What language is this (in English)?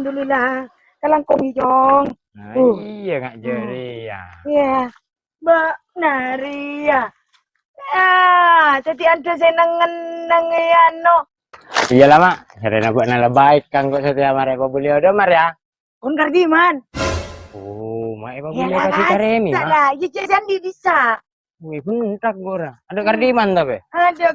Madurese